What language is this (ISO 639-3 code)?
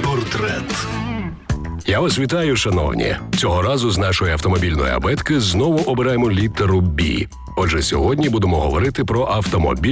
ukr